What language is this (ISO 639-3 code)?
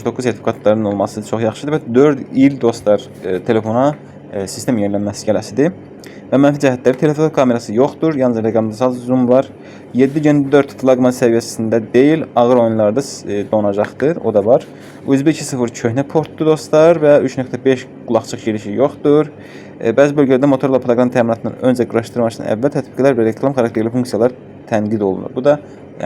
aze